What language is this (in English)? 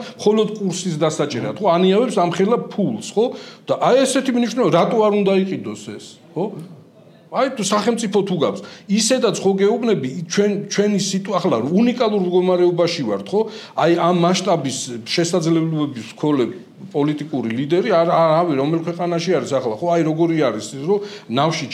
Georgian